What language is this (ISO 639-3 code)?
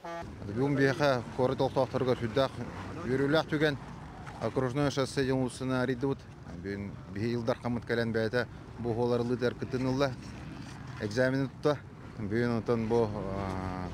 sah